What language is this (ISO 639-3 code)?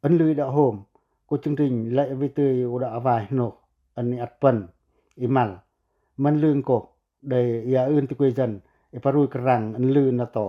pac